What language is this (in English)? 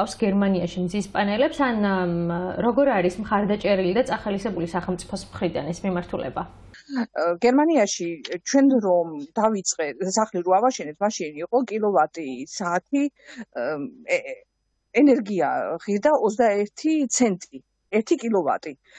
Georgian